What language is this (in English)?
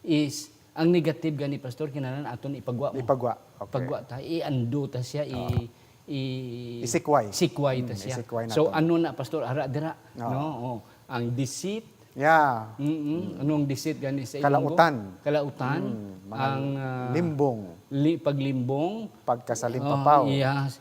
Hiligaynon